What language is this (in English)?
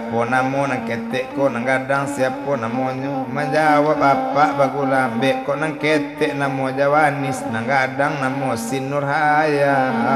Minangkabau